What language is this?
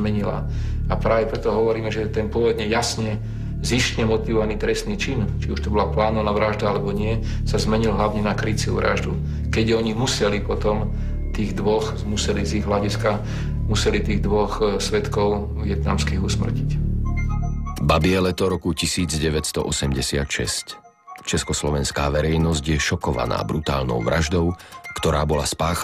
Slovak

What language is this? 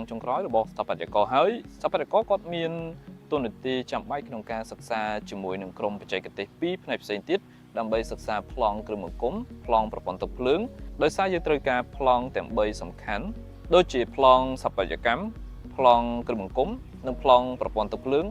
Khmer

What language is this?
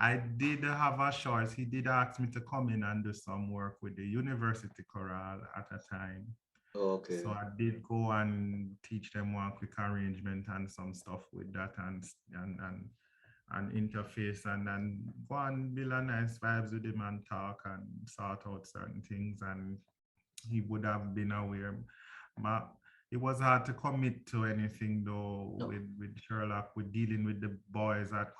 Jamaican Creole English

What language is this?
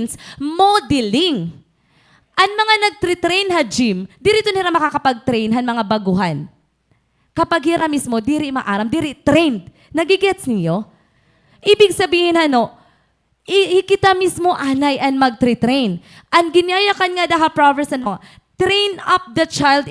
Waray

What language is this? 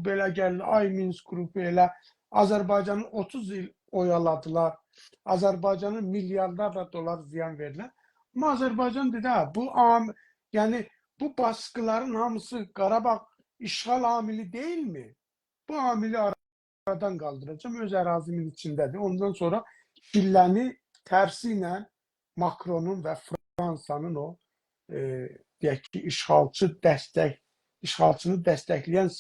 South Azerbaijani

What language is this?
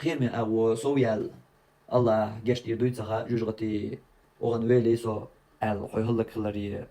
Chechen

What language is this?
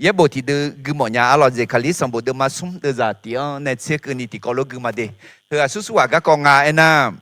Akha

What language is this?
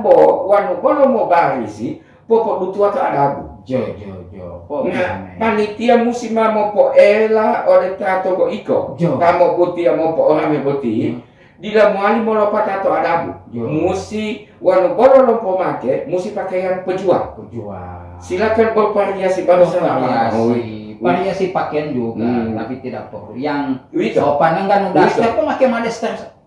Gorontalo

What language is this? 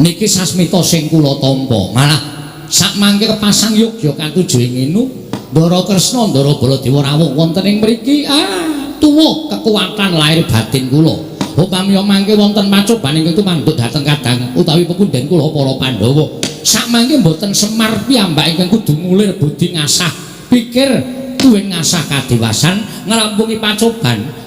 Javanese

